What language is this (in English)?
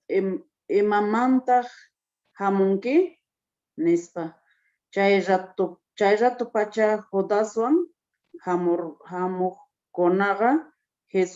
Quechua